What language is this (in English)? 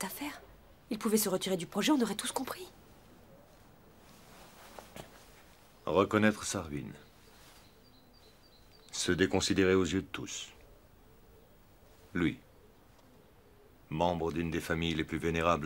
French